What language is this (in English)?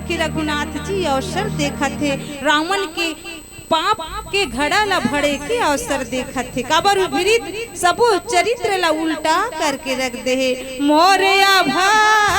Chhattisgarhi